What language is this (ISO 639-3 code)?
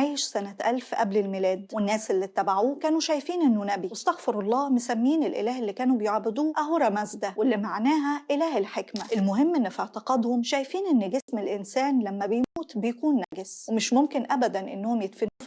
arz